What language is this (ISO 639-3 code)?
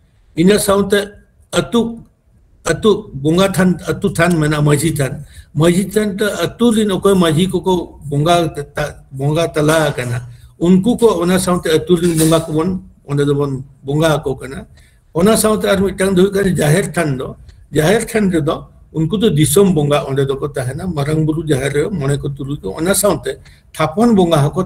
sat